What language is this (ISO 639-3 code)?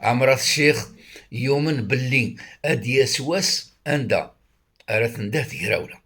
kab